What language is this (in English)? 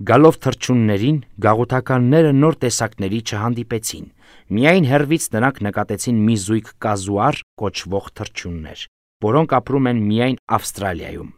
Armenian